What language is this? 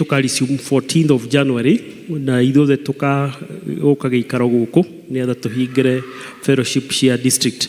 Kikuyu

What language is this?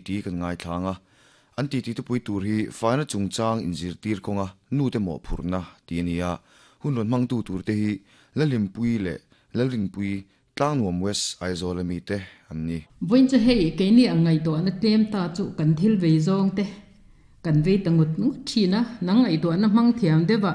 Mizo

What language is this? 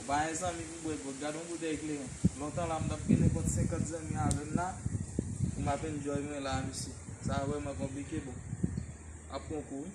Haitian Creole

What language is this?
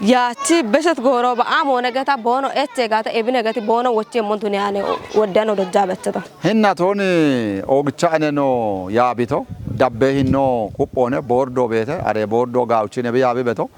Kafa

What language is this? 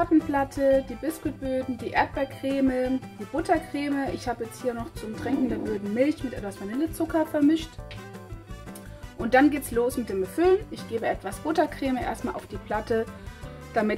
German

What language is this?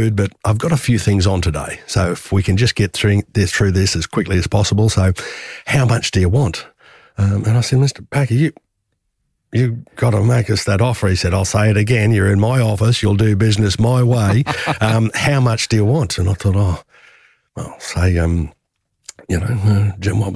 English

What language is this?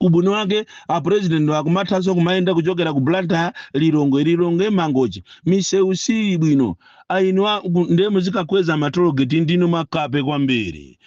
Nyanja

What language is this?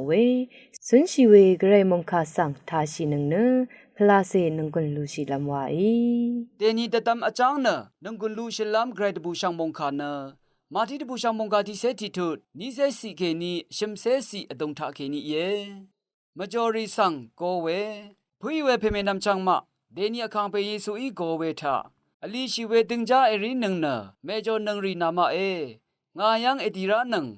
Rawang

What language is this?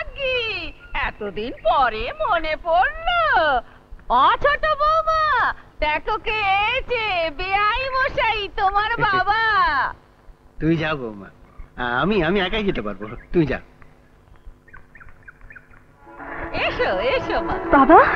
Bangla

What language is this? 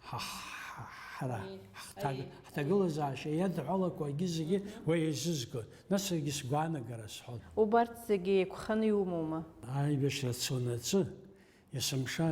Abkhazian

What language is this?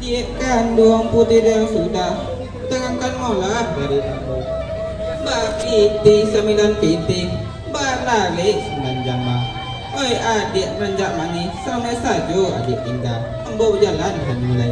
Minangkabau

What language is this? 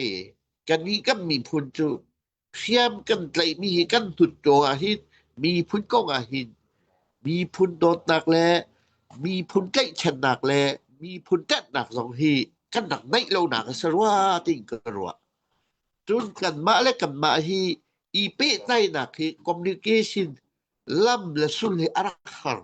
Hakha Chin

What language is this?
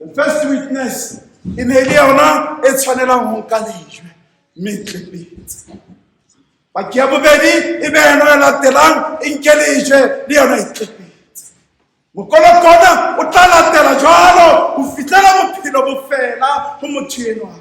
Southern Sotho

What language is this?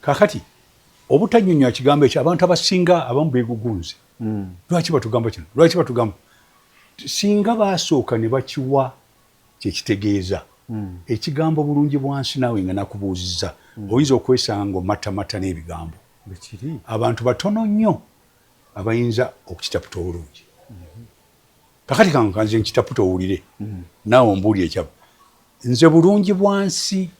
Ganda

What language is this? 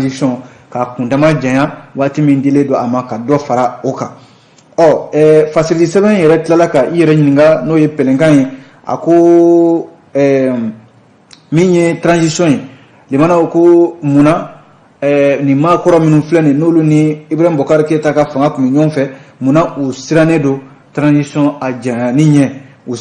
Bambara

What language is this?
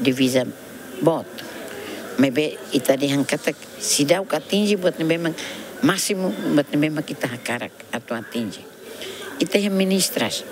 Tetum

